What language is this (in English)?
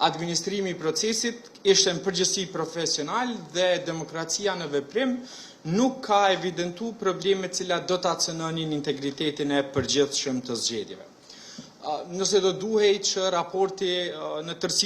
Albanian